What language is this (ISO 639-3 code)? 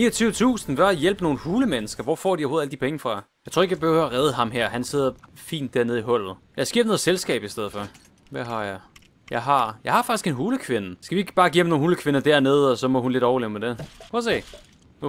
dan